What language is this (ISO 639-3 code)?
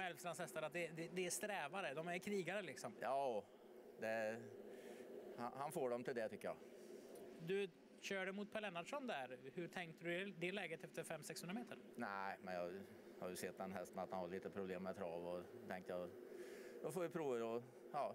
swe